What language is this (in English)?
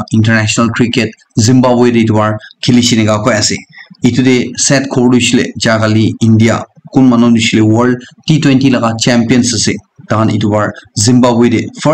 Naga Pidgin